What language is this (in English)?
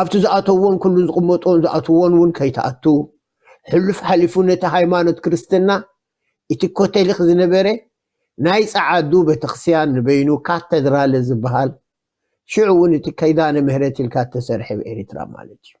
Tigrinya